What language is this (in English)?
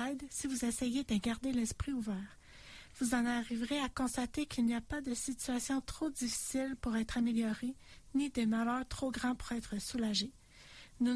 French